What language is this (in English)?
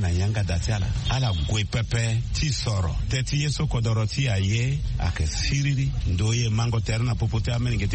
Sango